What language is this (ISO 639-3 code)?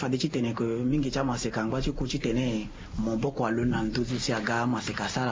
sag